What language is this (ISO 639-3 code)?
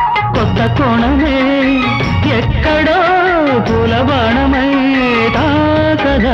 tel